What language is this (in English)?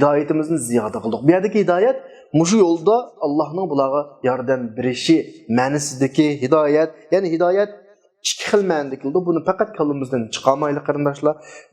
Uyghur